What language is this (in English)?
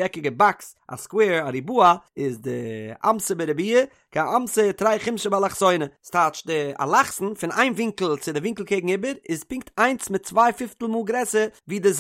Yiddish